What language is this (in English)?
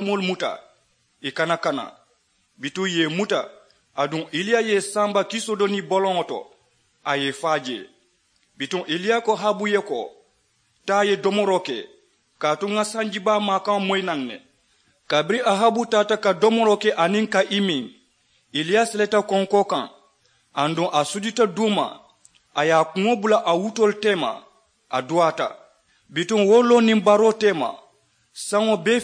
Mandingo